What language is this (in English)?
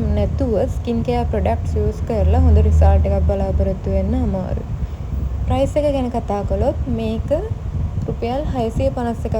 Sinhala